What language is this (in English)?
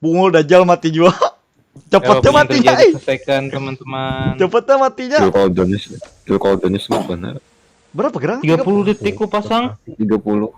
Banjar